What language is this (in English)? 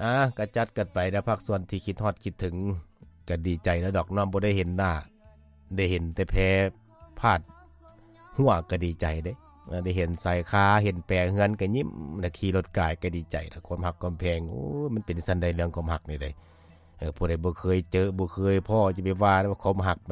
Lao